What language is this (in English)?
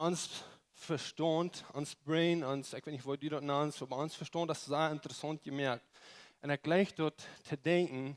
Plautdietsch